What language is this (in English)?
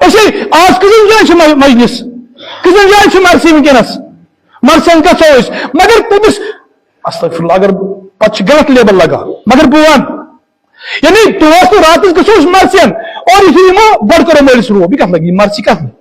Kashmiri